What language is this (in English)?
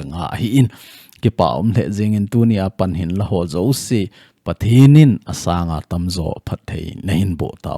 Thado Chin